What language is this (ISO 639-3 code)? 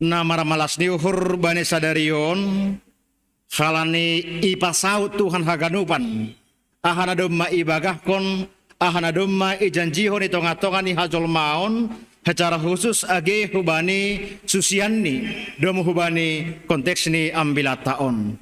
bts